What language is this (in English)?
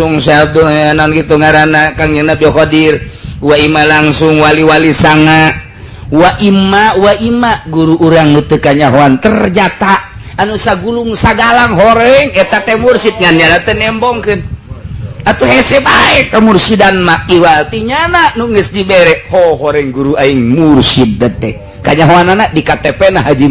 Sundanese